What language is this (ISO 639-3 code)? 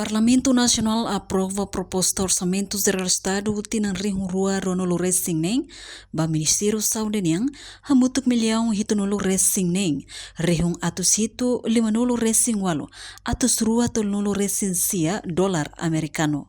tet